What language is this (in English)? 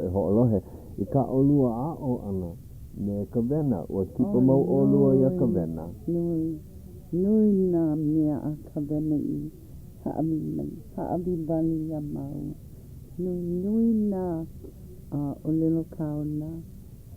Hawaiian